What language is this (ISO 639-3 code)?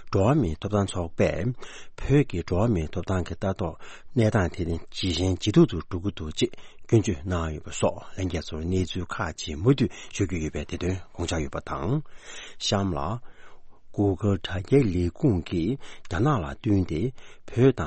bod